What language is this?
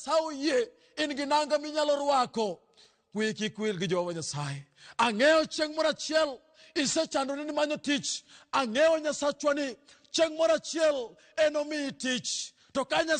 Luo (Kenya and Tanzania)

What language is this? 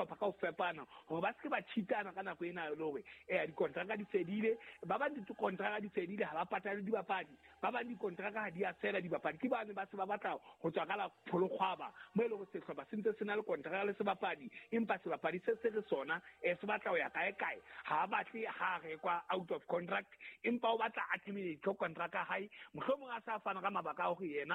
Southern Sotho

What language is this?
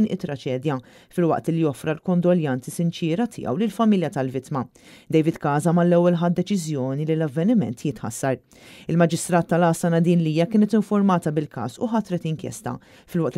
Maltese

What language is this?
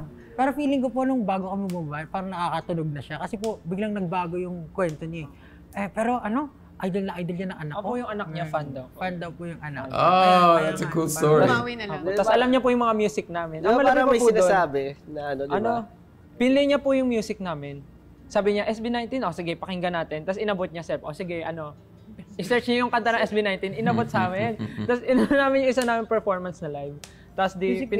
Filipino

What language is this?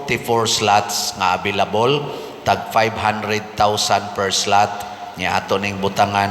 Cebuano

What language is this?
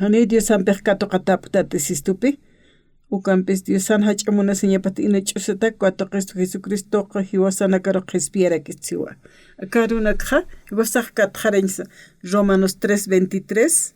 Aymara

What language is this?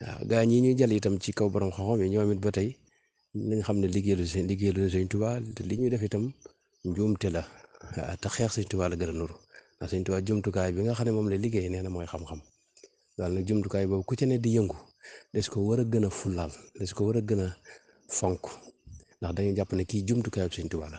Wolof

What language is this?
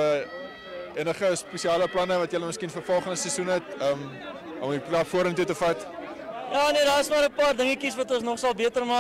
Afrikaans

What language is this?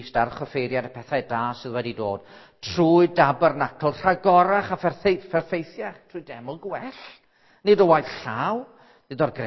Welsh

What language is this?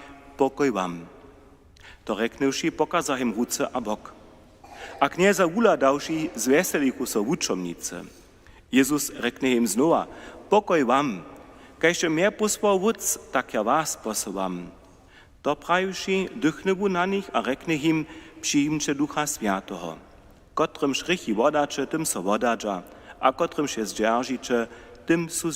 Upper Sorbian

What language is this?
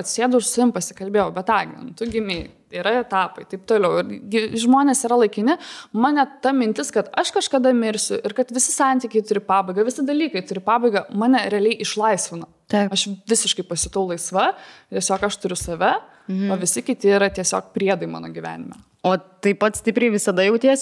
Lithuanian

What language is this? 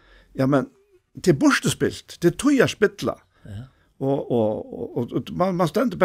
Faroese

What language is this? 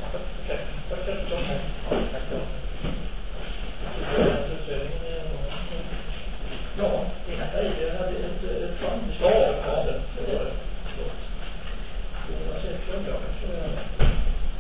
Swedish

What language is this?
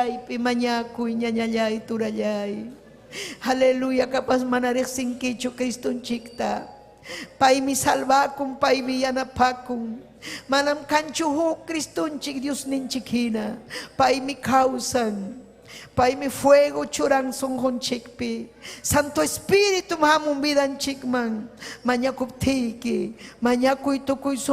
Ayacucho Quechua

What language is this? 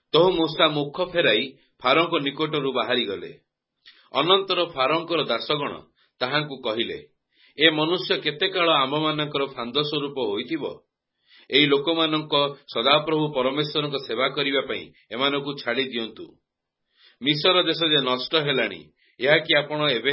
Odia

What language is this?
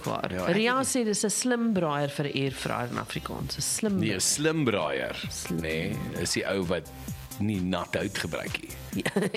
Afrikaans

